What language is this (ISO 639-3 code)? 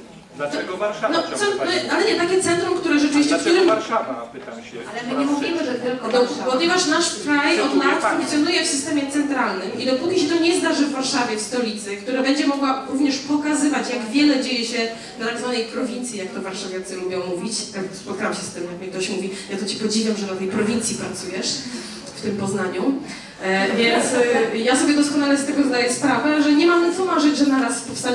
pol